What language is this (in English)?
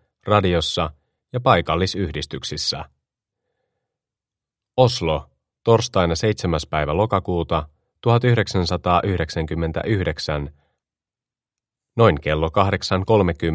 Finnish